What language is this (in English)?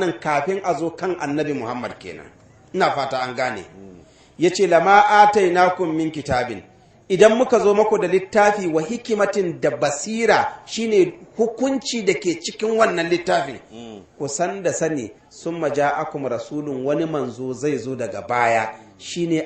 Hausa